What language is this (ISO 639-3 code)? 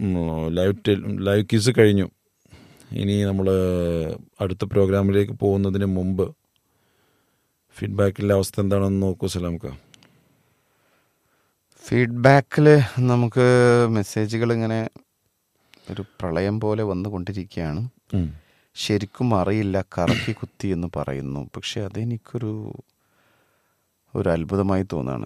mal